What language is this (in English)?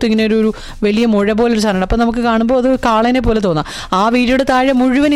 Malayalam